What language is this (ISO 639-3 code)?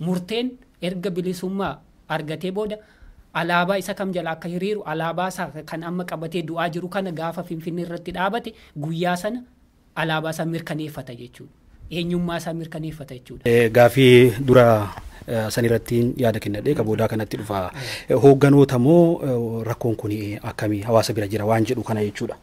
orm